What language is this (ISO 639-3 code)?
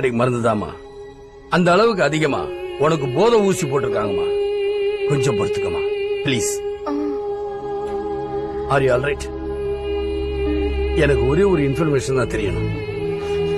tam